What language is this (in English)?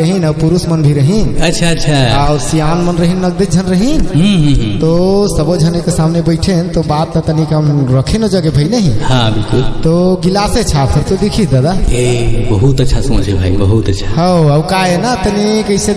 Chhattisgarhi